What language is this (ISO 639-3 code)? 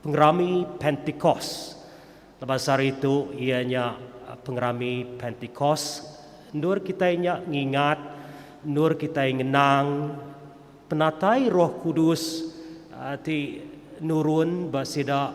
iba